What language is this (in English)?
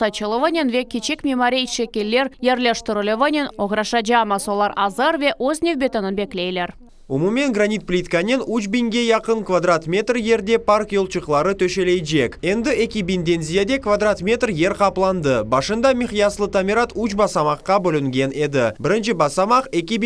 Crimean Tatar